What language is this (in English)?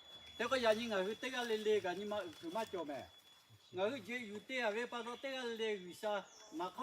Lahu